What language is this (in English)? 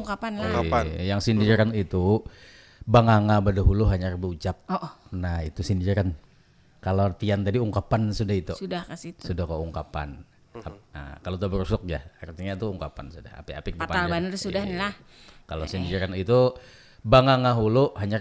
Banjar